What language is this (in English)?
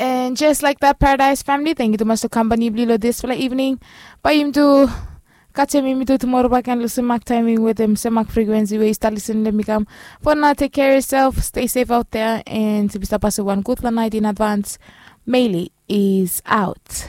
Bislama